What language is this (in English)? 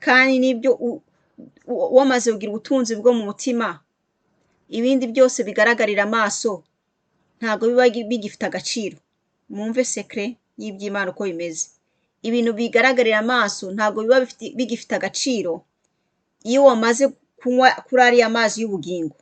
Kinyarwanda